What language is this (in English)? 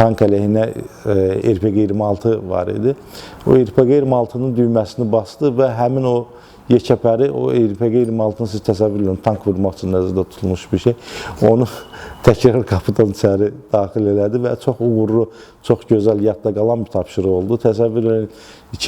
Azerbaijani